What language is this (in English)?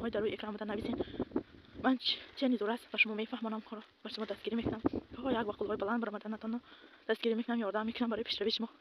Tajik